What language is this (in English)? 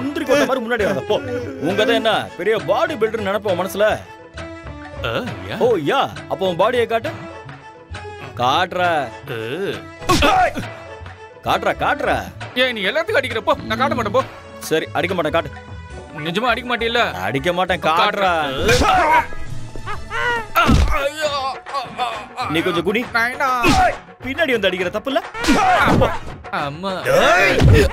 Tamil